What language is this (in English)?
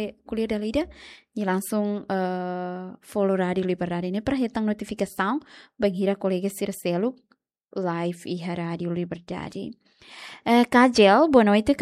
Tetum